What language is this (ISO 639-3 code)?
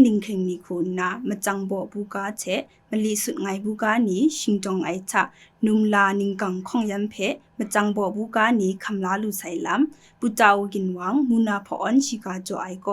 kac